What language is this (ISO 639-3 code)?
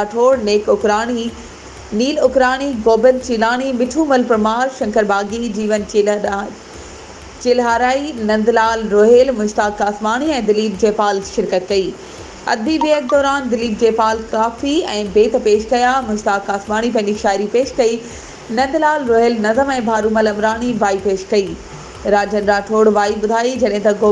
snd